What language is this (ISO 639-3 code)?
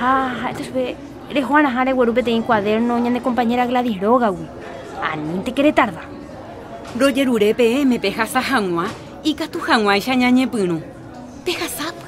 grn